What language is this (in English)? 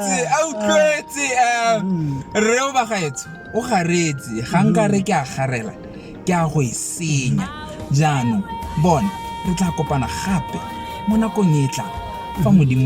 Tswana